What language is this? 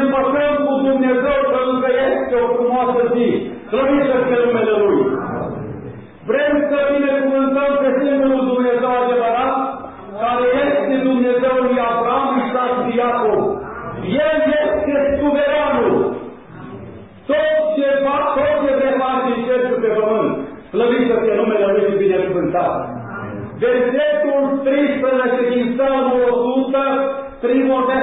Romanian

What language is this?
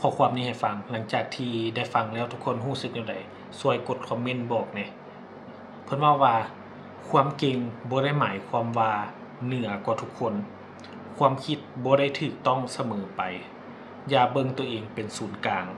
Lao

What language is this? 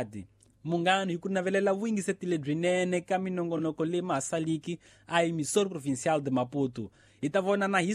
Tsonga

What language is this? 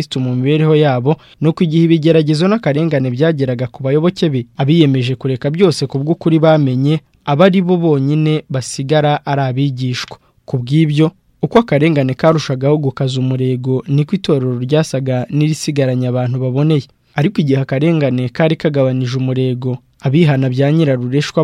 Kinyarwanda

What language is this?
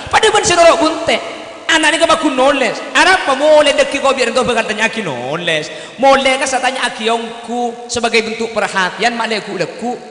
Madurese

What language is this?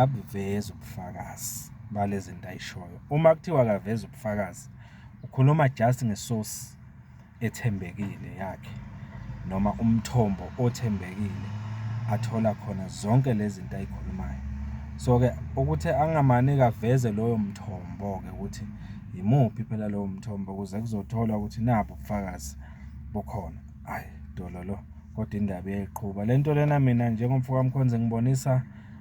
Zulu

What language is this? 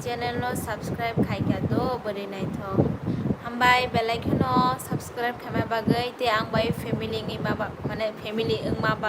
Kok Borok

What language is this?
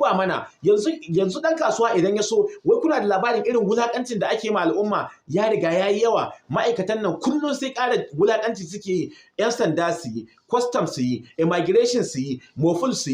Hausa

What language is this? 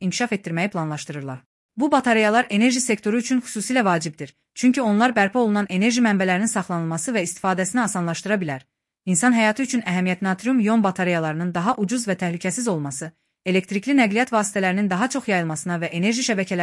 Azerbaijani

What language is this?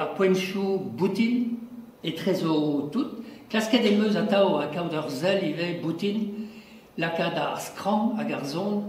Breton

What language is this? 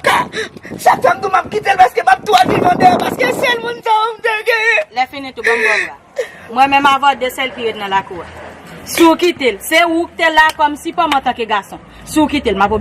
Haitian Creole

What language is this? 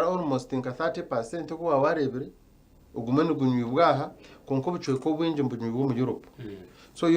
Nyankole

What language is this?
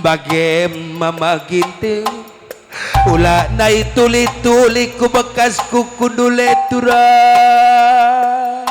Batak Karo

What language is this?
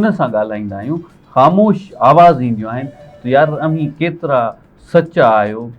Sindhi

